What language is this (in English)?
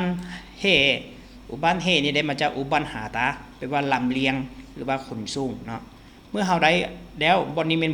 Lao